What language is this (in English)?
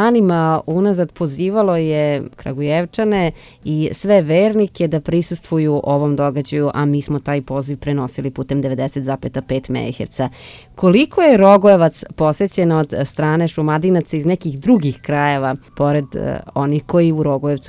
Serbian